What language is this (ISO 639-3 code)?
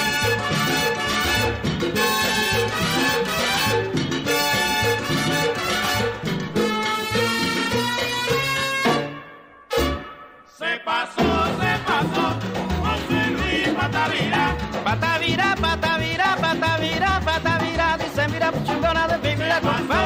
spa